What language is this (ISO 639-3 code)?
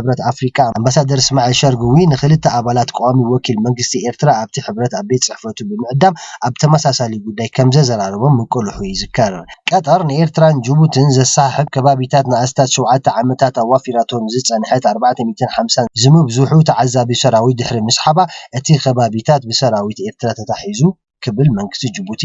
tir